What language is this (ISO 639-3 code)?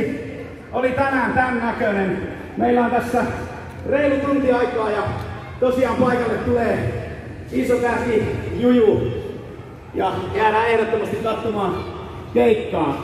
fin